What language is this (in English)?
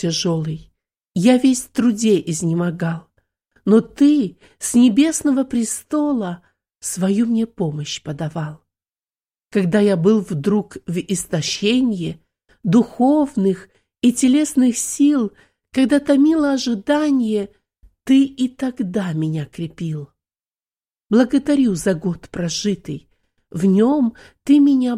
Russian